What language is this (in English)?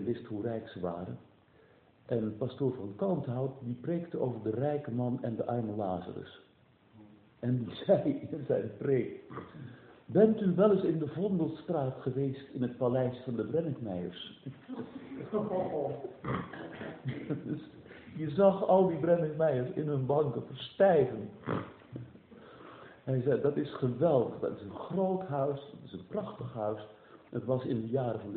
Dutch